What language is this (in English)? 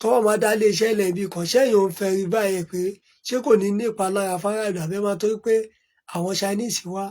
Yoruba